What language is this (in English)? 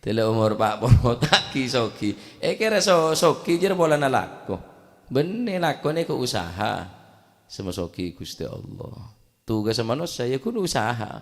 Madurese